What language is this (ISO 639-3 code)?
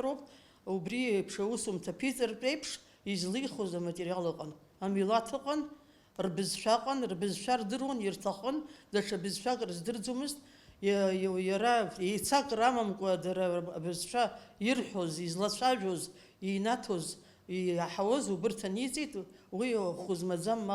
abk